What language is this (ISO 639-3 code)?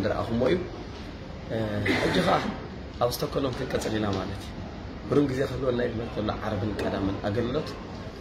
tir